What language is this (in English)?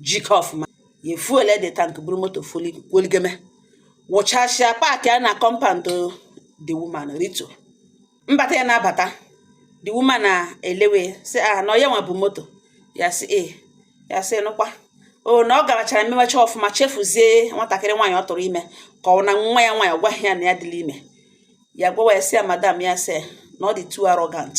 Igbo